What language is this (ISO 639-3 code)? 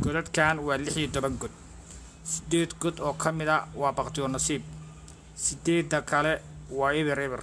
som